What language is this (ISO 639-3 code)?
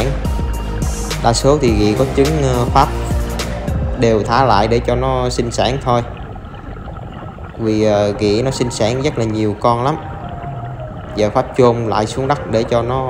vie